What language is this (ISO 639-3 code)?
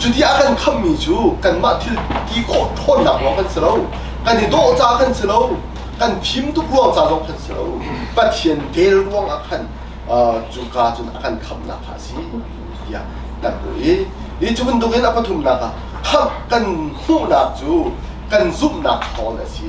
cnh